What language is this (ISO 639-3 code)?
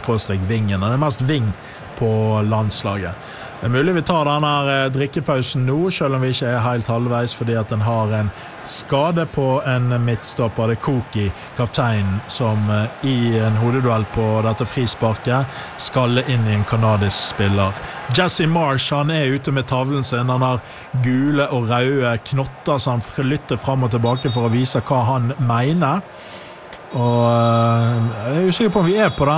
nor